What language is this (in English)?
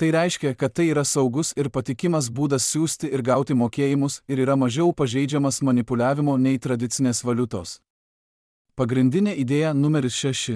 Lithuanian